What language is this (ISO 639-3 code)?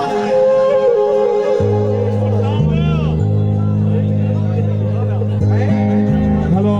skr